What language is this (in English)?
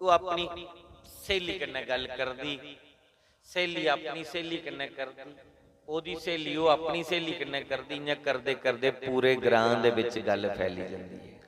Dogri